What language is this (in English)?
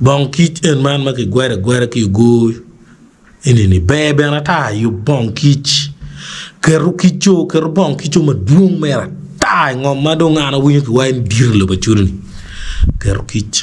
Acoli